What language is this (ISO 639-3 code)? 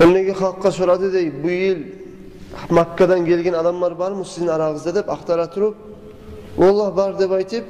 kum